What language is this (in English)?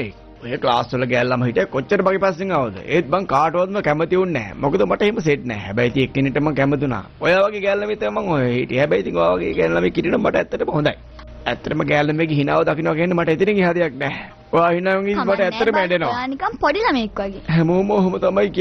Sinhala